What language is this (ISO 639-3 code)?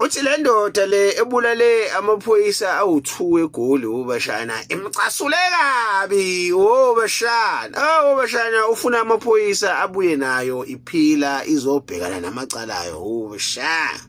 zul